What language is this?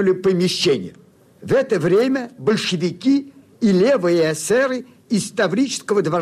Russian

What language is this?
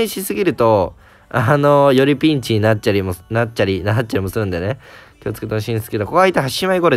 Japanese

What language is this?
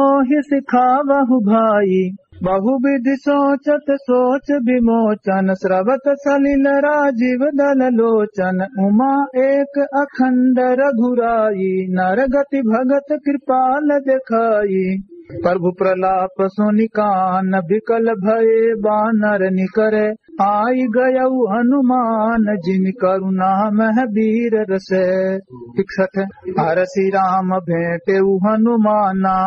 Awadhi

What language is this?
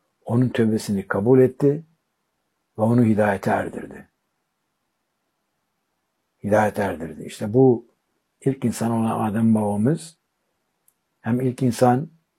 Turkish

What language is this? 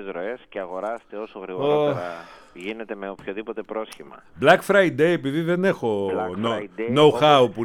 Greek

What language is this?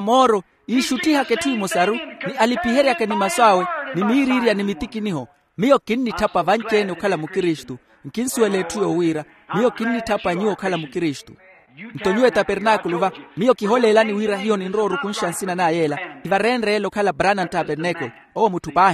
Makhuwa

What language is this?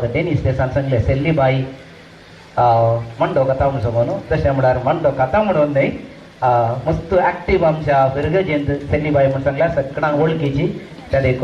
Konkani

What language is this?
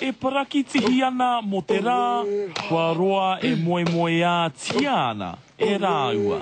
Māori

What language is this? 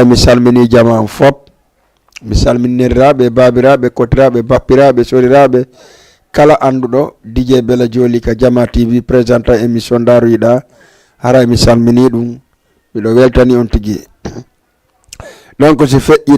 Fula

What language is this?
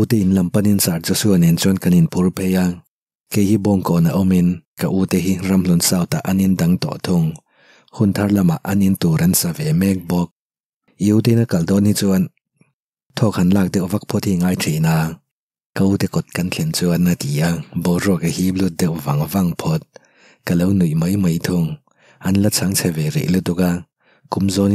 Mizo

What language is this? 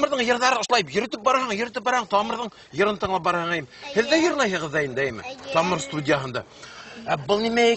Bashkir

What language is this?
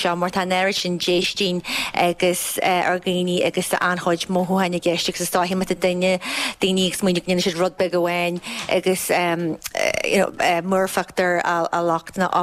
Irish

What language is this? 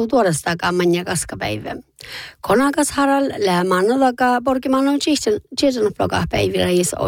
Northern Sami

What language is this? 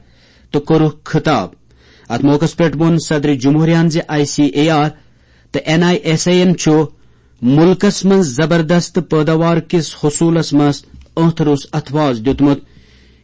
Kashmiri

